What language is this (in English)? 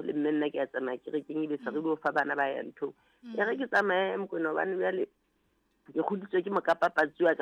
Southern Sotho